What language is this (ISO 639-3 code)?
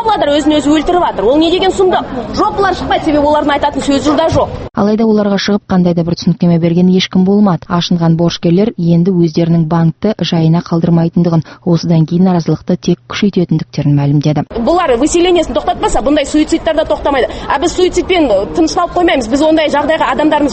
kaz